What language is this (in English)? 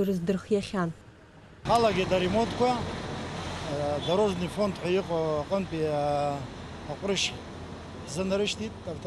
Abkhazian